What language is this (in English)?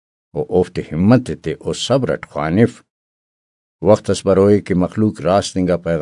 Brahui